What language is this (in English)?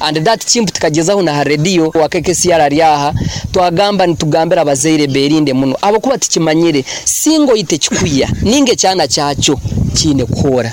Nyoro